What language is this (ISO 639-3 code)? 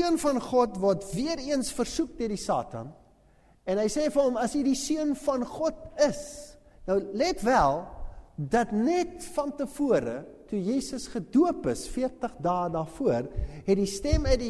afr